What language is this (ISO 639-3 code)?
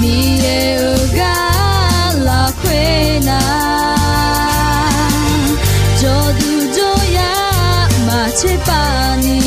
ahk